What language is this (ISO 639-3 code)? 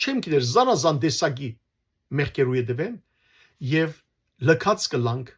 hyw